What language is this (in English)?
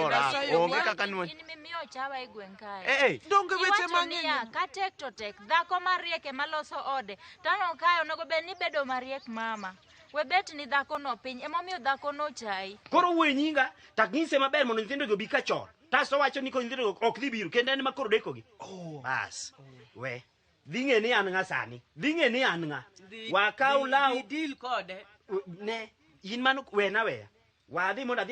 Luo (Kenya and Tanzania)